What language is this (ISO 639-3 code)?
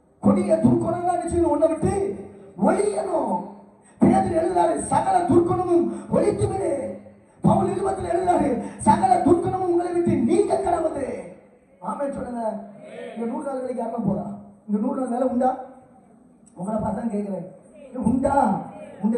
tam